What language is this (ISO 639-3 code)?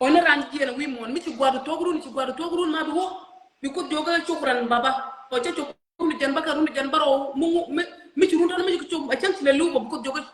nus